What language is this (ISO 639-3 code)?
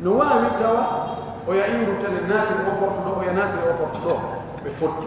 ful